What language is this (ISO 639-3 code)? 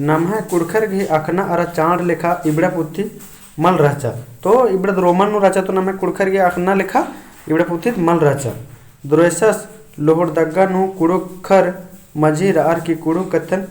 kru